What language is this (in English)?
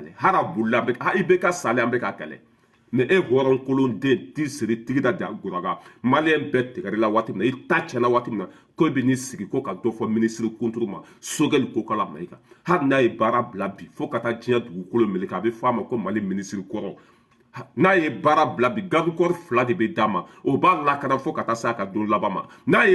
Bambara